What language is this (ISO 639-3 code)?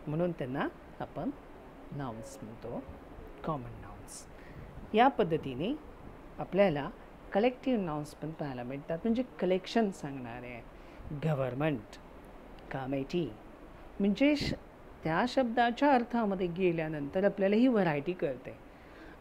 mar